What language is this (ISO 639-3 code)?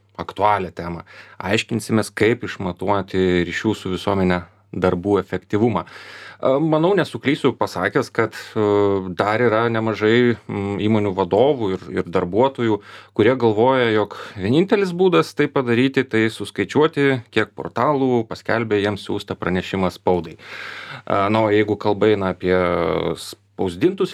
lit